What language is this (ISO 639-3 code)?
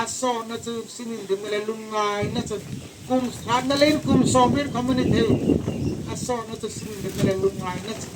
hmr